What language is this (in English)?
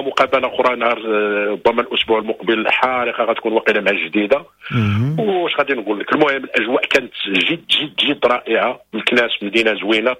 Moroccan Arabic